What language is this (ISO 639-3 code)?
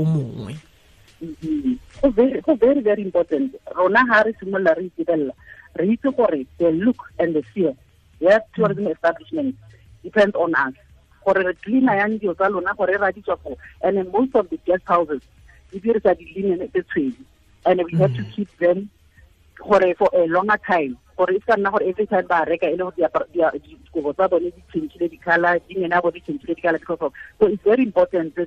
tsn